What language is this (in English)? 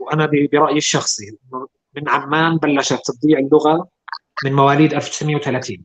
North Levantine Arabic